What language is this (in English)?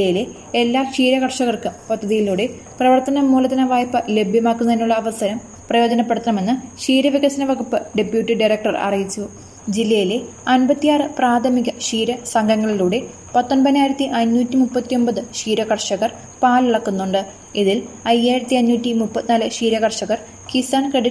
Malayalam